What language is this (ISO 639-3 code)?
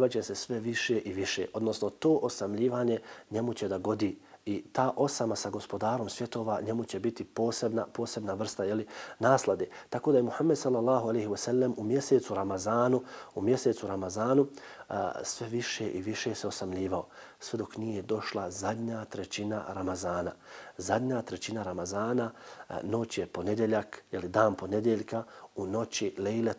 bos